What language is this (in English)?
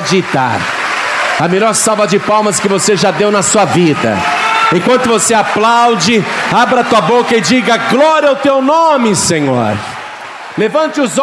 Portuguese